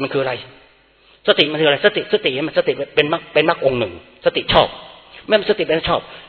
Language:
Thai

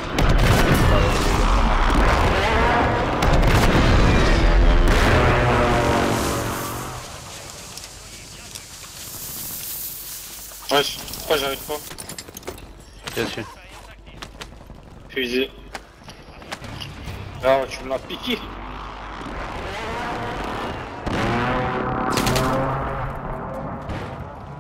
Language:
French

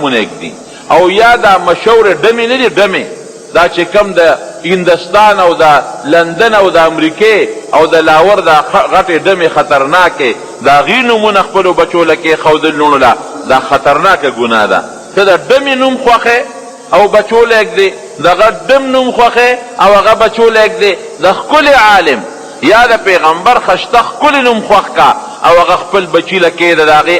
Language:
Pashto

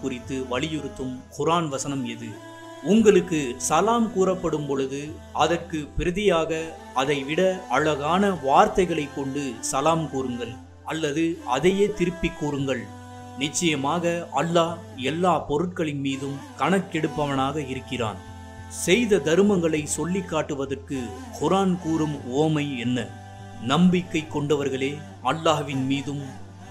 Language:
Tamil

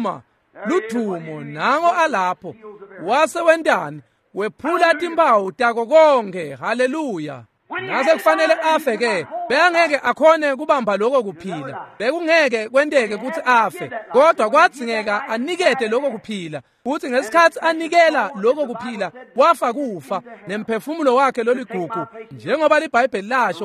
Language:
Swati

